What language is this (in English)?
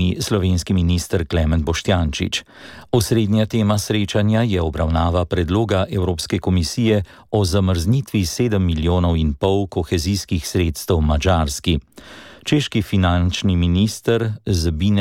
Slovenian